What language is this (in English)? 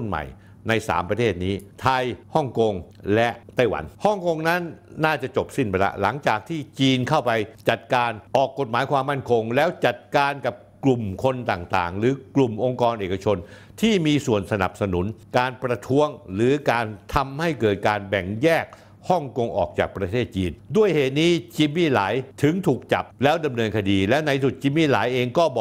Thai